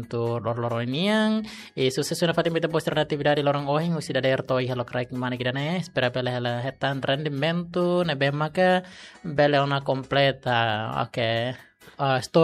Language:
Tetum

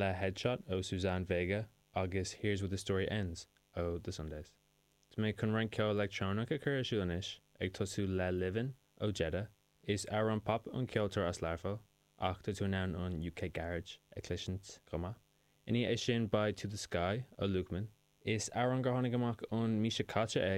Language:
Irish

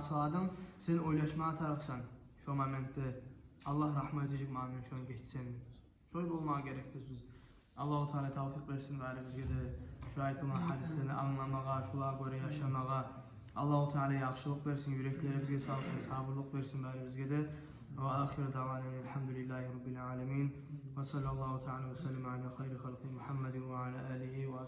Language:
Kumyk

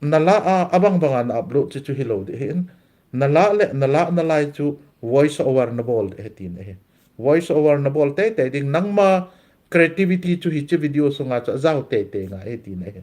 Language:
Thado Chin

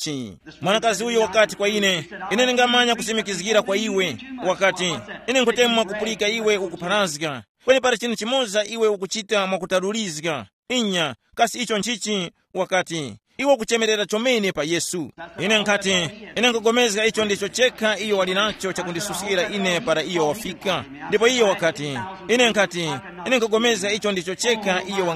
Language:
Tumbuka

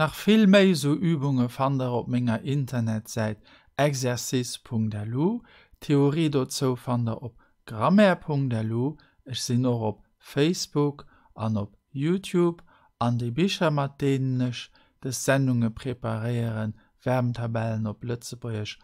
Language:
Luxembourgish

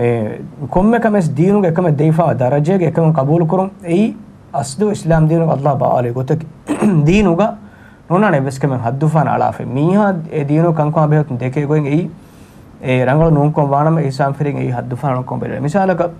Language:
Divehi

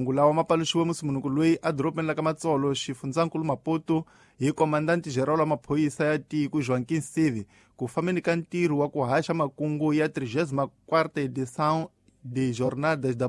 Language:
Tsonga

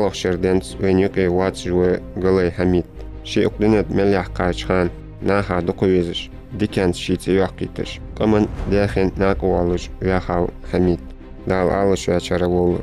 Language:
Ingush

